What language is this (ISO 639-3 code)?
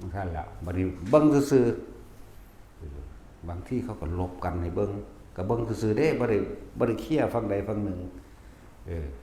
tts